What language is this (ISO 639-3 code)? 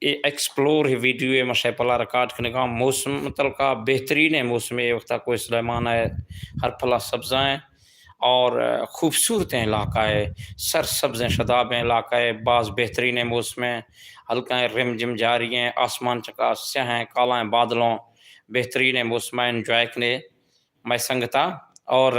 bal